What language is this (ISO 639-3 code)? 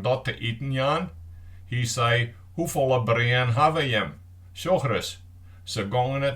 fry